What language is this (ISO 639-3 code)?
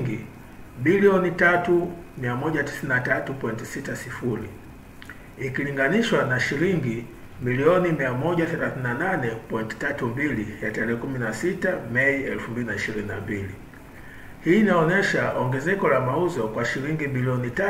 swa